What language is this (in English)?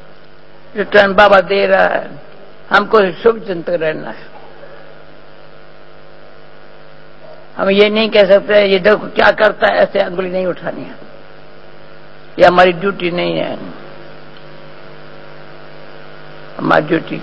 Hindi